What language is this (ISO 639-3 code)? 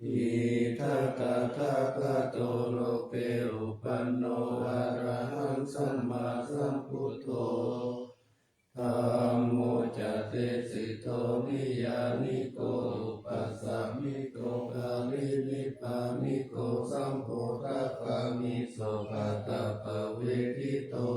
pli